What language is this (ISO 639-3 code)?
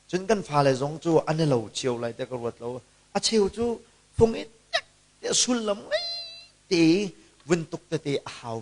cnh